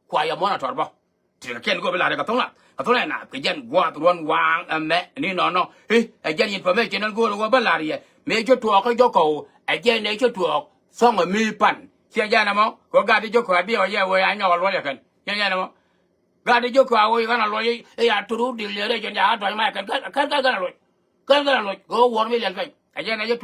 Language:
Nuer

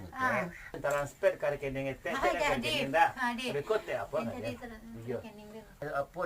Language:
Minangkabau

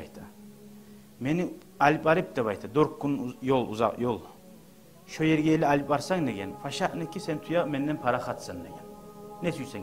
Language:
Kumyk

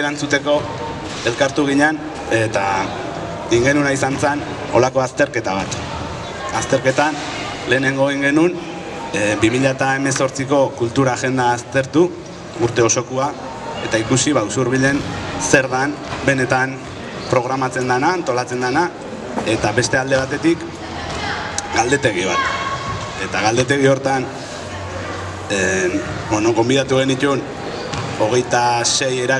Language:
Basque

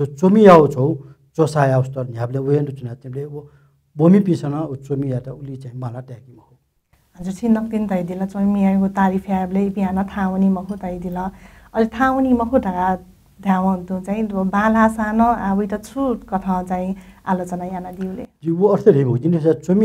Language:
Newari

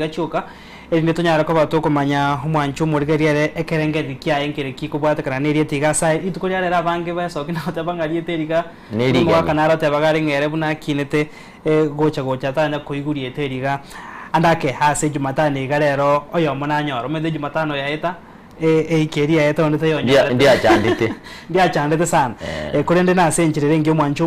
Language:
Gusii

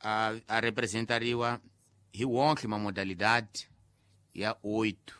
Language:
Tsonga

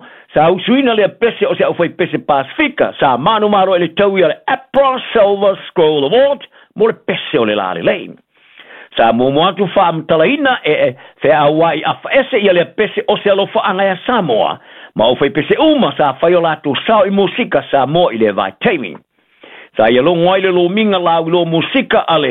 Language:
Samoan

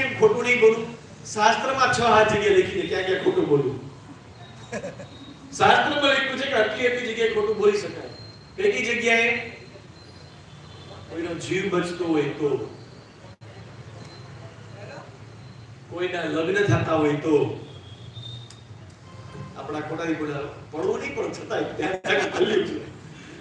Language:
Gujarati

